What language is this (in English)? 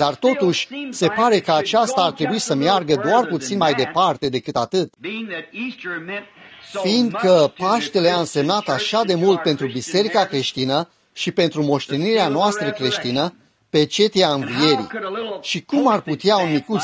Romanian